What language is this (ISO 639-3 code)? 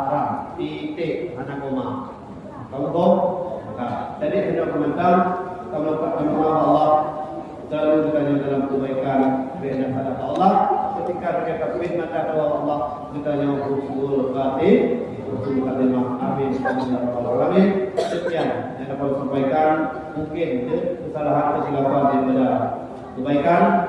ace